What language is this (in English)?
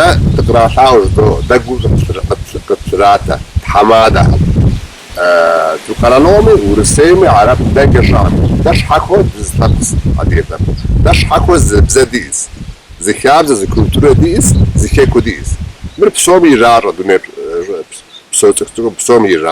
Kabardian